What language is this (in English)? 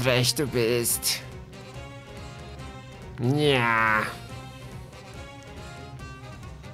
German